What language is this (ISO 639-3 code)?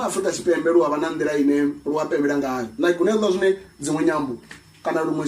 ven